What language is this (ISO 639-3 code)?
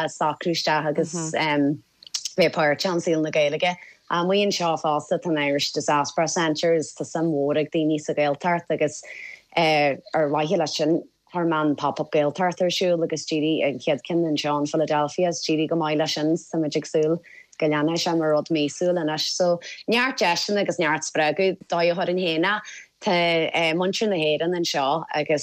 gle